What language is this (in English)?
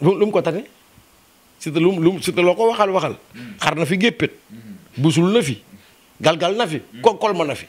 Wolof